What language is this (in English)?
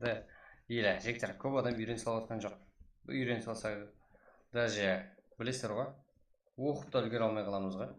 Kara-Kalpak